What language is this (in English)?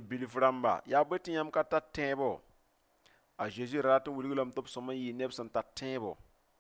Mossi